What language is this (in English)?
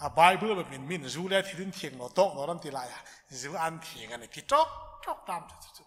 Hmar